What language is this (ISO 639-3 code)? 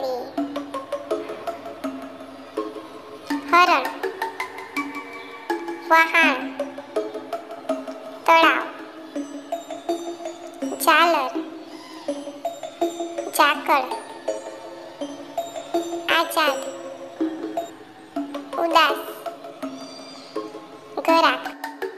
guj